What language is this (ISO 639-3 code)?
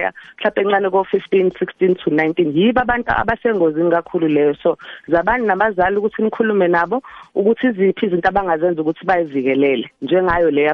nbl